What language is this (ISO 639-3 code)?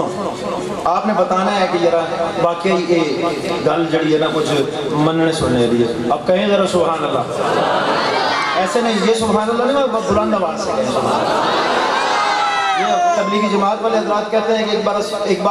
urd